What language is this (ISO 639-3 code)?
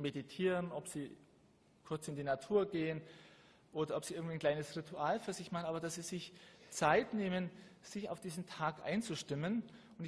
deu